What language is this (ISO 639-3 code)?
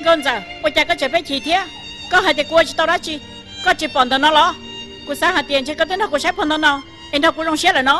hmn